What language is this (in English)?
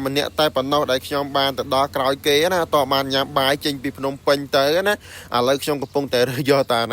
Khmer